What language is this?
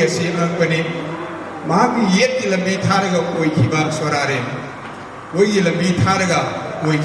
Manipuri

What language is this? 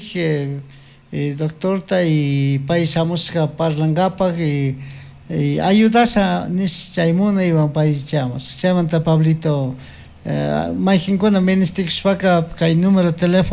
Chimborazo Highland Quichua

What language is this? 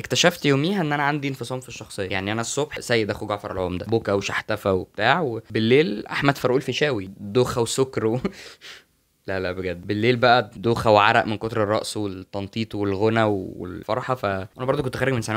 Egyptian Arabic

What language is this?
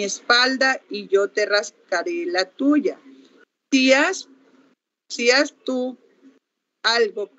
Spanish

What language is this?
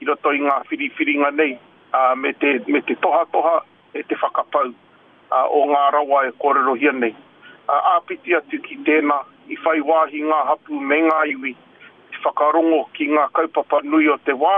Māori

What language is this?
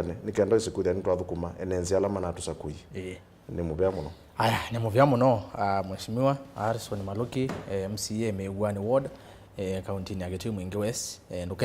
Kamba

